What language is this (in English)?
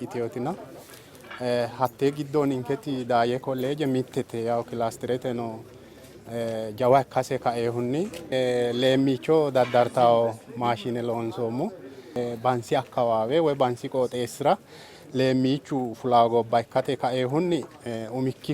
Sidamo